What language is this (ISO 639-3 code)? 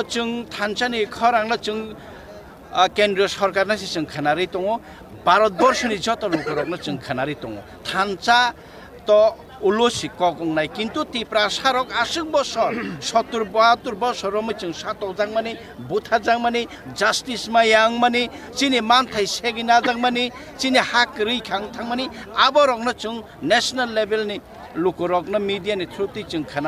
trp